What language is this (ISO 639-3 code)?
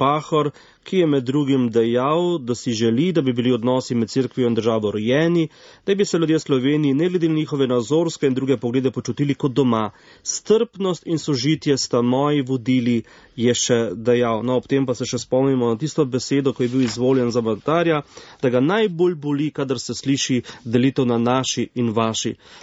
slv